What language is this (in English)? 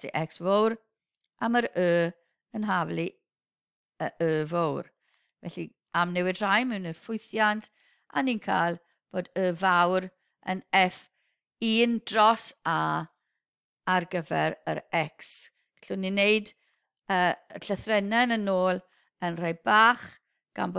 Welsh